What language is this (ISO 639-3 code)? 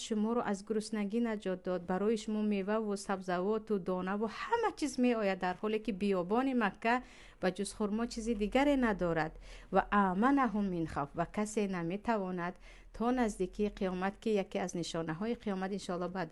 tgk